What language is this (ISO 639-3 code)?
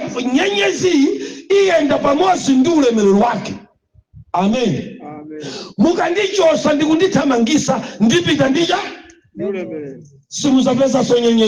nya